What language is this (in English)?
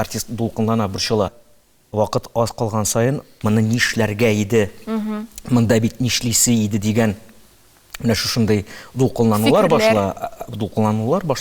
Tatar